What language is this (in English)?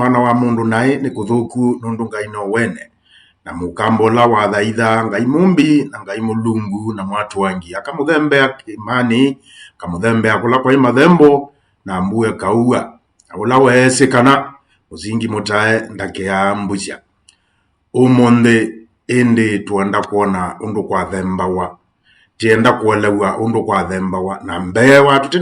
Kamba